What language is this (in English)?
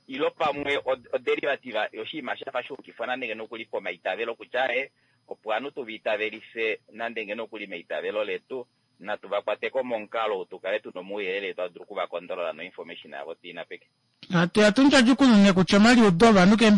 Kuanyama